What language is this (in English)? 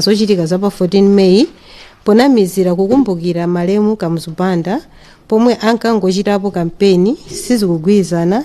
Nyanja